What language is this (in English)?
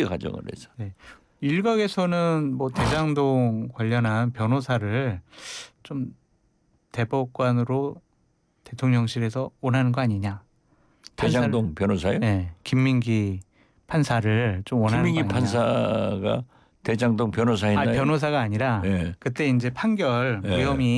Korean